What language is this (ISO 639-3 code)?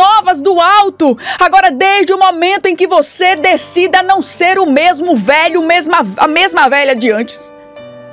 por